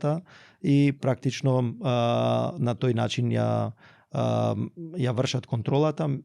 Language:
Macedonian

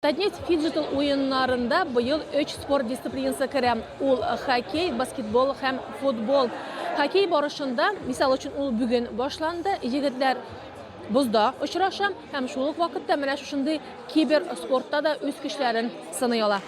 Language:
Tatar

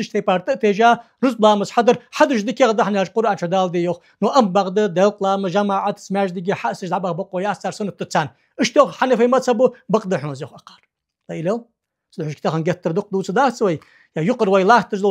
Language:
Ingush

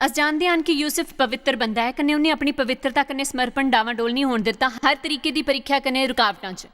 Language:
Dogri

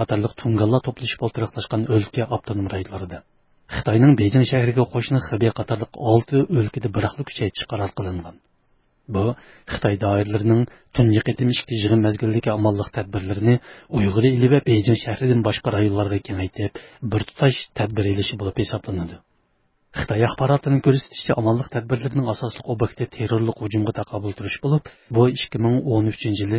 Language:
Uyghur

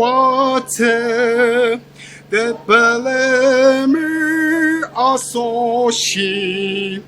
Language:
Ao Naga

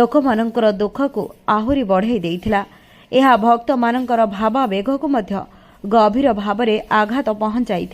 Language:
Odia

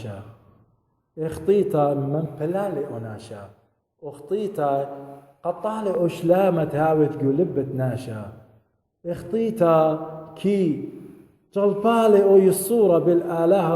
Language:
Assyrian Neo-Aramaic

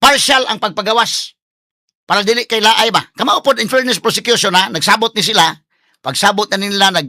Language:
Cebuano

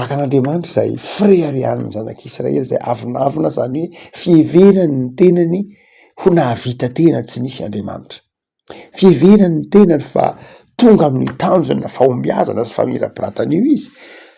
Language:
Malagasy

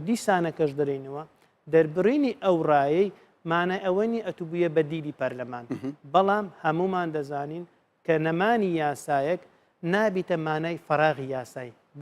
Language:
Central Kurdish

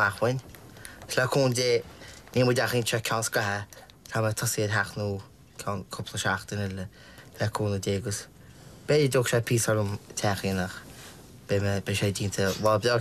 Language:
Irish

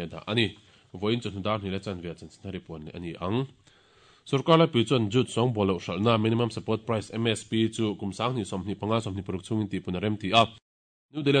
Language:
Mizo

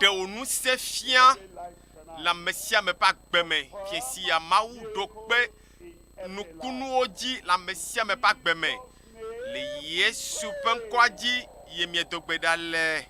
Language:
Ewe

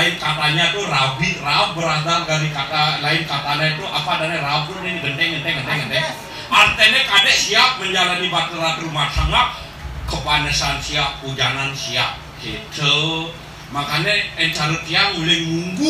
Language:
Balinese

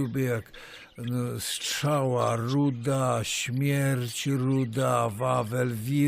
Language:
Silesian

